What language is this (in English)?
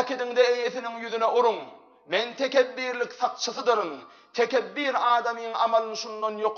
Turkmen